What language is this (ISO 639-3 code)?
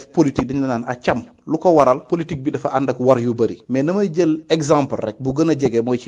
wol